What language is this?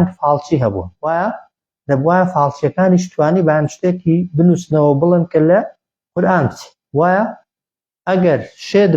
Central Kurdish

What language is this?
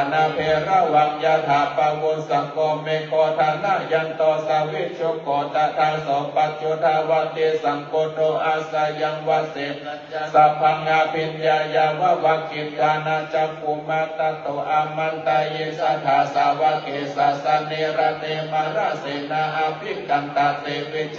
Pali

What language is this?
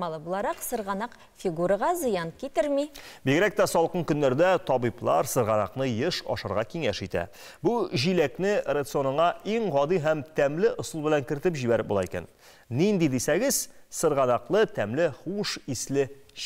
Tatar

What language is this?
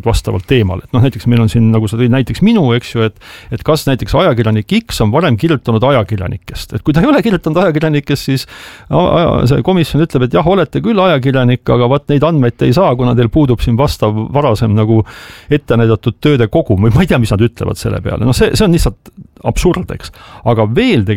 Estonian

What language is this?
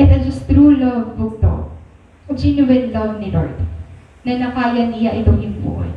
Waray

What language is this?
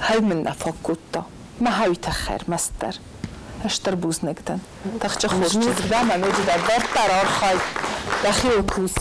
Ossetic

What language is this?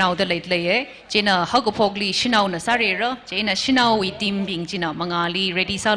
Tangkhul Naga (India)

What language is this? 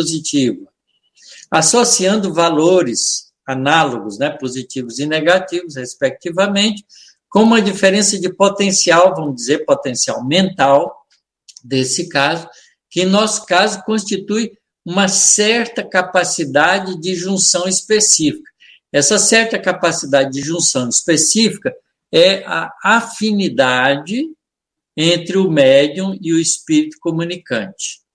Portuguese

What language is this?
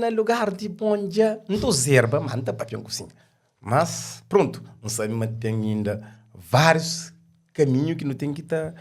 Kabuverdianu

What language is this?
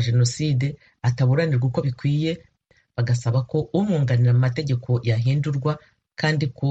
Kinyarwanda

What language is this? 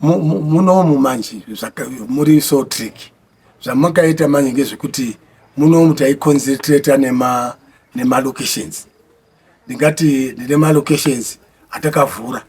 Shona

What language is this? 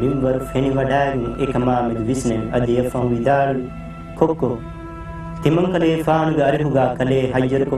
Divehi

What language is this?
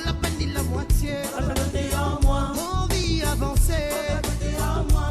Morisyen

